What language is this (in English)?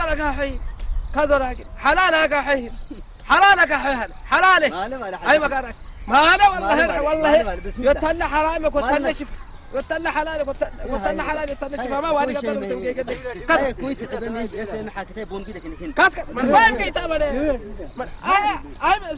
Saho